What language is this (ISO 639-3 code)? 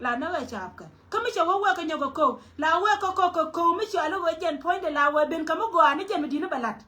nus